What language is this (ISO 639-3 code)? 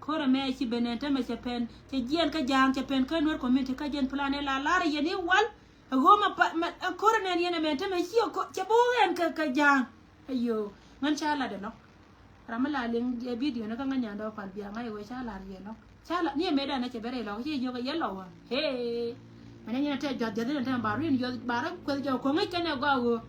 nus